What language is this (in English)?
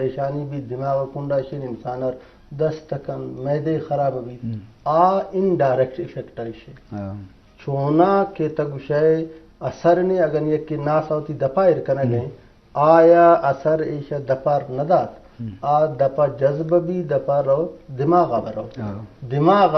Eastern Balochi